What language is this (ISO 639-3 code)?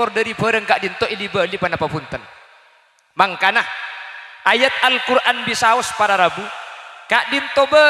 mad